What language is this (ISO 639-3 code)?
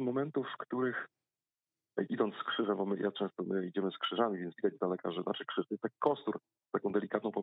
pol